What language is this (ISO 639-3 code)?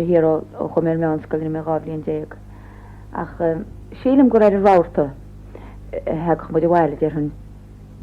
gle